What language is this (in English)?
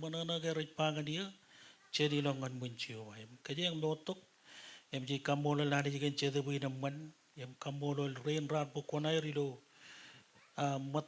Marshallese